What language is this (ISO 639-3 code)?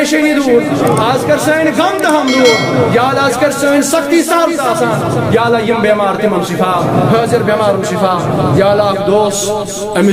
kas